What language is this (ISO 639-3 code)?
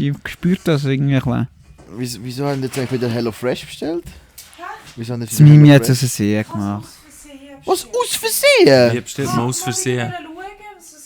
gsw